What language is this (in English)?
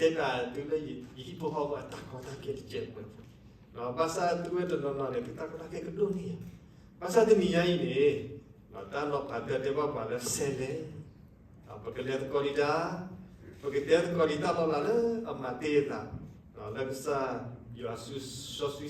S'gaw Karen